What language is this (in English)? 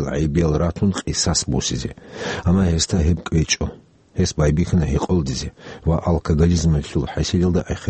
Avaric